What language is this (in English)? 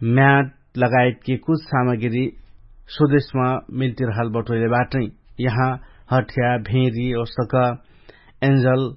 Dangaura Tharu